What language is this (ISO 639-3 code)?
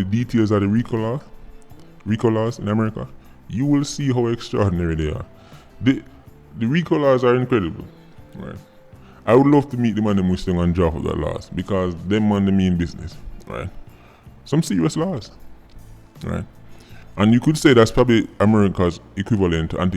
jam